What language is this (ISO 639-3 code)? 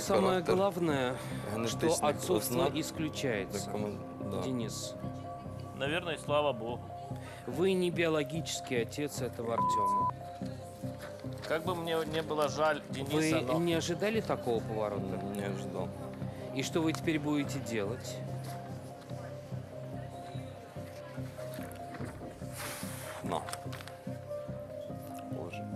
rus